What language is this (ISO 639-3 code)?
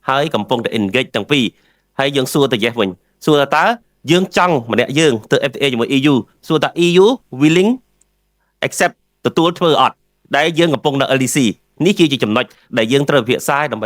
khm